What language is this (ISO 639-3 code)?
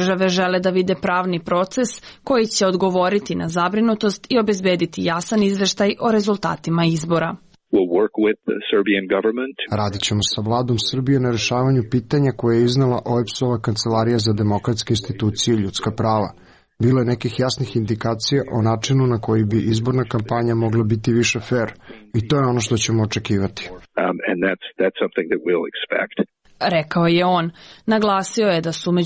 srp